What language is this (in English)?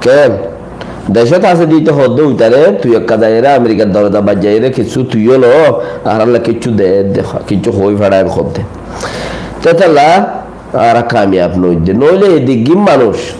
Rohingya